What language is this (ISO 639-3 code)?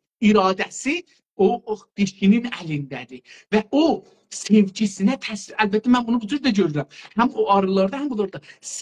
azb